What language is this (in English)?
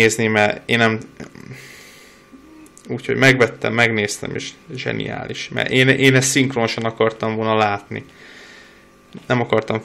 Hungarian